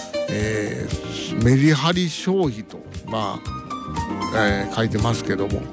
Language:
Japanese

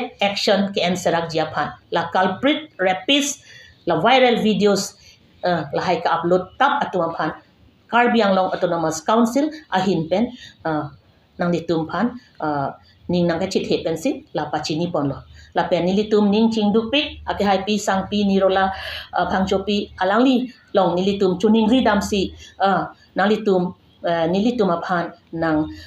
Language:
Karbi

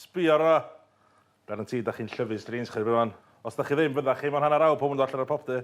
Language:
Welsh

